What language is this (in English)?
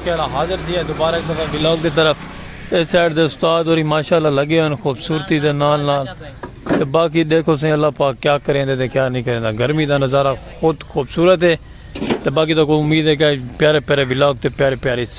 Saraiki